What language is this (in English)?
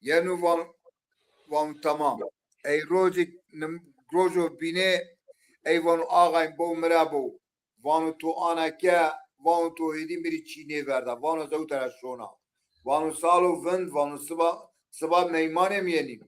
Zaza